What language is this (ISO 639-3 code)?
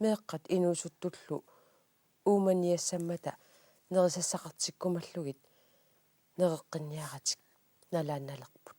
kal